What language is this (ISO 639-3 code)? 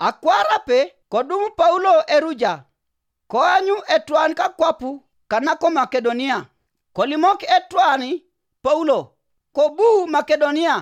teo